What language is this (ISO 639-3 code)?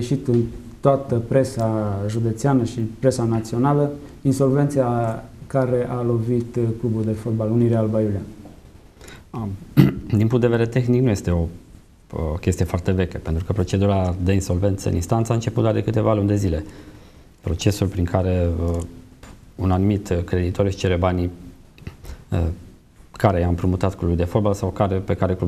ron